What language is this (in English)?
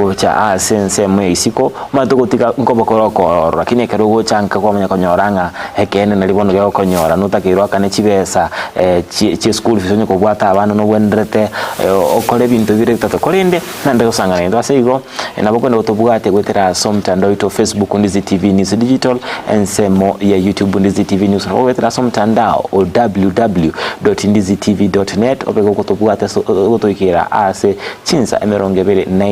Gusii